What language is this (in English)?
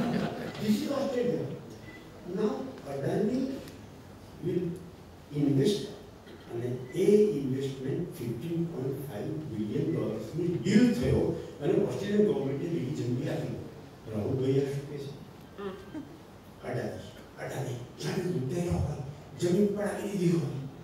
Gujarati